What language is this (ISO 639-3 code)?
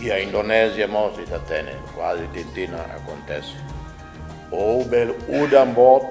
tet